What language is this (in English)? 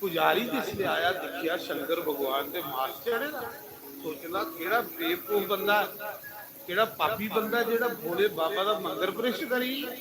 Dogri